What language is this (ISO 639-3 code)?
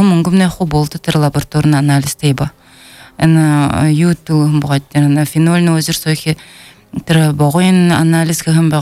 bel